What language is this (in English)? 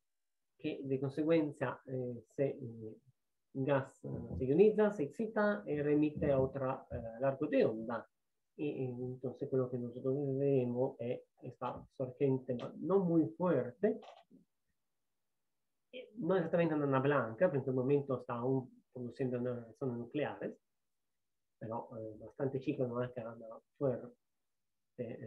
Spanish